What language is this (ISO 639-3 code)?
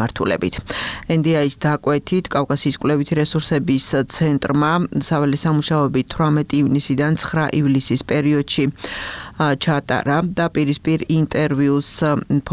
kat